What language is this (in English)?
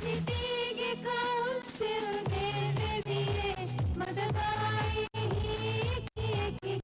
Divehi